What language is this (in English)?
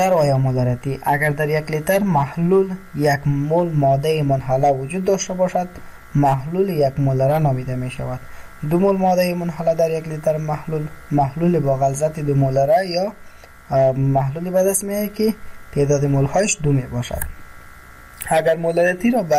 Persian